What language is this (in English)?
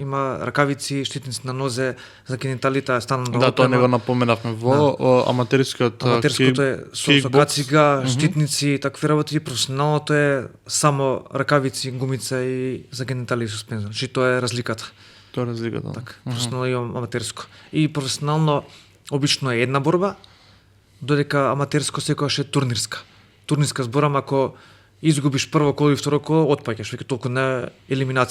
Macedonian